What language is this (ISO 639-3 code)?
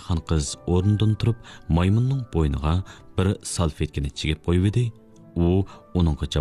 uig